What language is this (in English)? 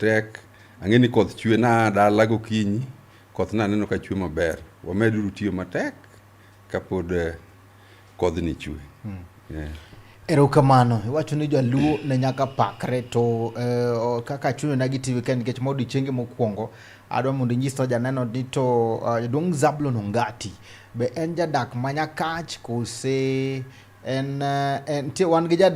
Luo (Kenya and Tanzania)